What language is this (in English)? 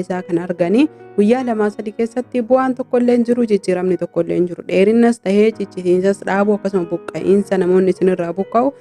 Oromo